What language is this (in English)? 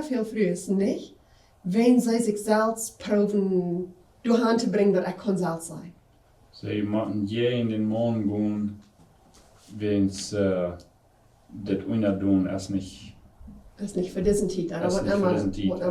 Plautdietsch